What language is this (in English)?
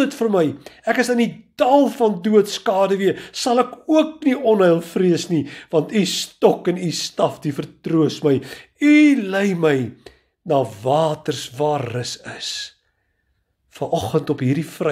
Afrikaans